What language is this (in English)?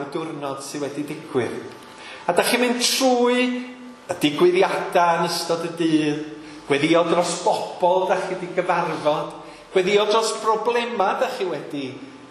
Welsh